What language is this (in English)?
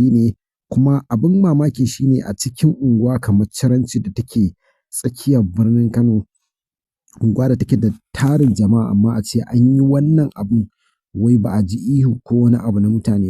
Hausa